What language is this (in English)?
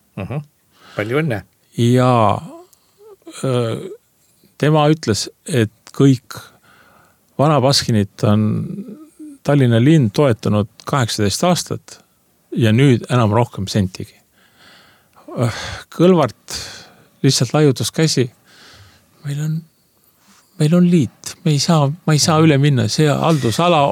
Estonian